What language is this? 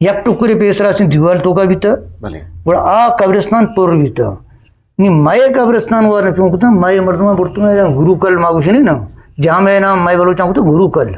Eastern Balochi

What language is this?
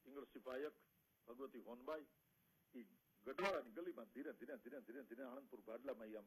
Gujarati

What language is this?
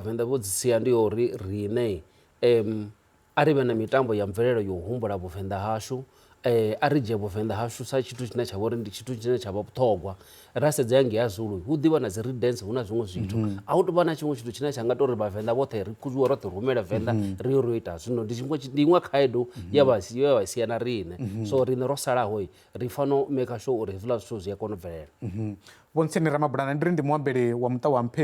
Venda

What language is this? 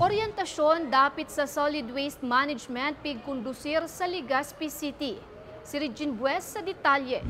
Bikol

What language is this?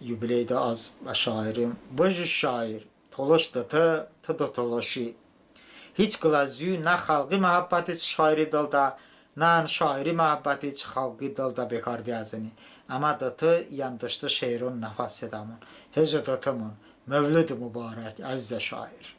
Talysh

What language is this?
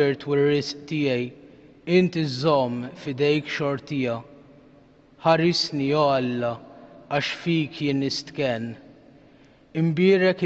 Maltese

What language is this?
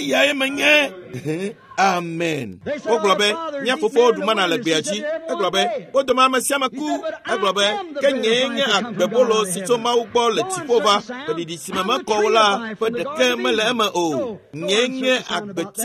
Ewe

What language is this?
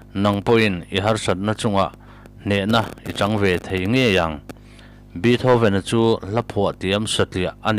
Mizo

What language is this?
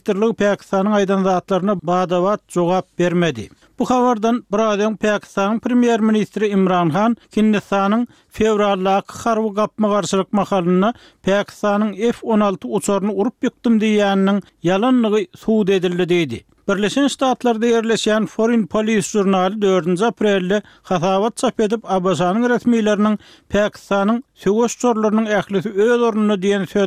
Turkmen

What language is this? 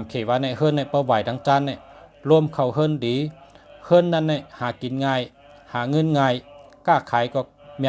Shan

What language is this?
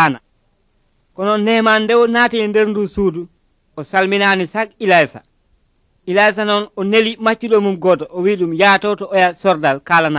Nigerian Fulfulde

